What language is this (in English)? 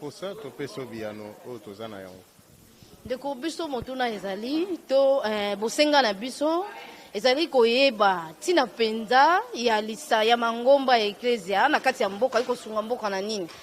Lingala